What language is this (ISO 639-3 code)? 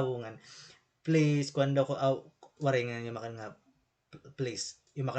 war